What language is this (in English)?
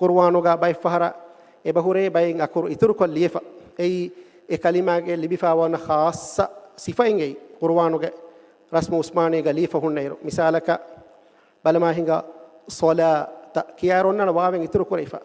Divehi